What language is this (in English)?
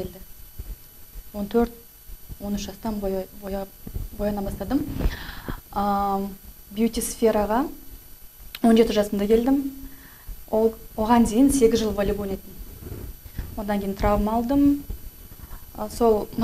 Kazakh